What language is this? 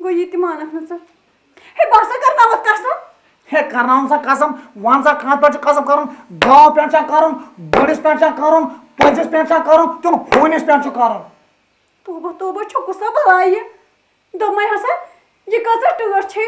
Kashmiri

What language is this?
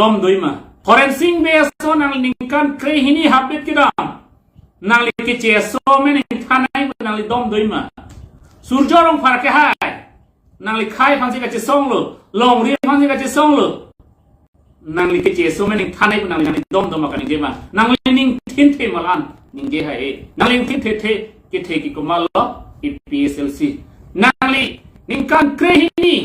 Karbi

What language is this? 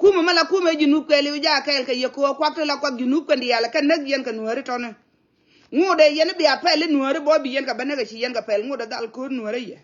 Nuer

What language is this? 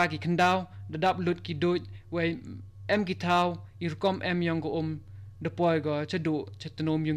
Khasi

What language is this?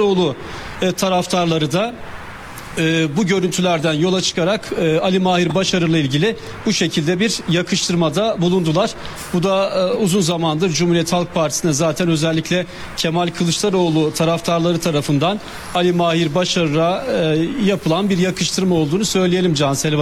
Turkish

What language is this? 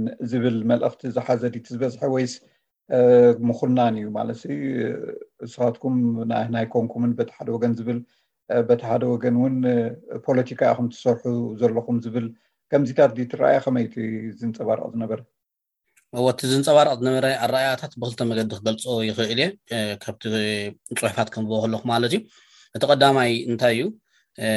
Tigrinya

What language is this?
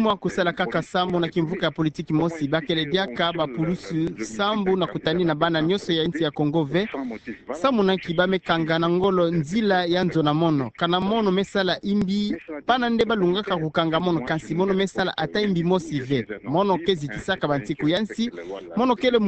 Kituba (Democratic Republic of Congo)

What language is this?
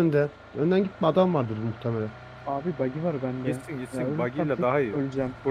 Turkish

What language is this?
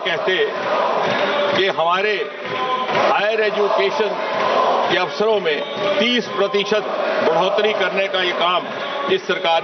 Hindi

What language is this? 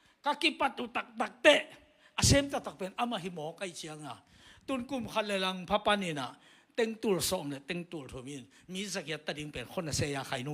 Tedim Chin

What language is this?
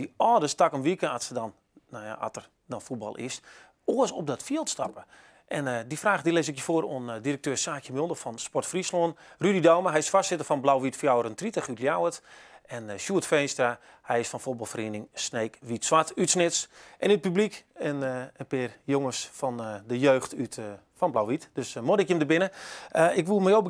Western Frisian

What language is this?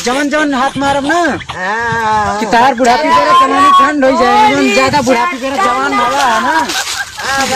Awadhi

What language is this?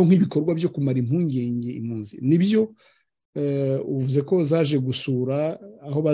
Kinyarwanda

